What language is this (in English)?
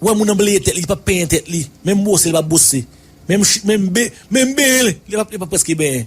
Haitian Creole